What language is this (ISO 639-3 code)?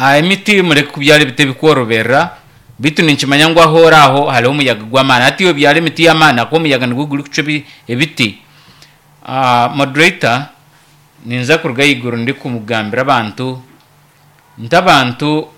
nyo